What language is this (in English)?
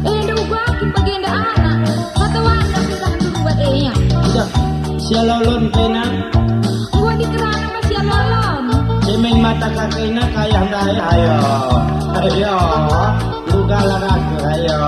Batak Karo